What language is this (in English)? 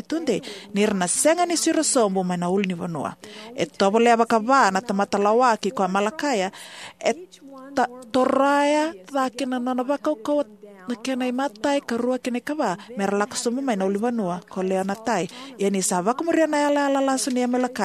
Fijian